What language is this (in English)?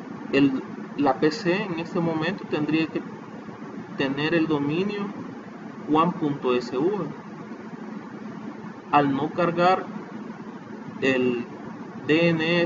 Spanish